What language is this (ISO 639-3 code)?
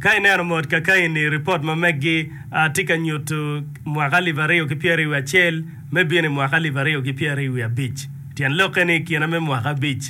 ach